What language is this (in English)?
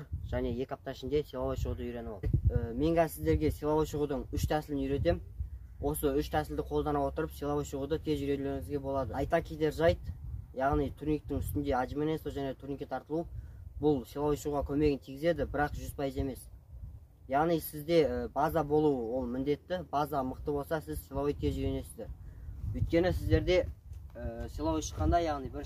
Kazakh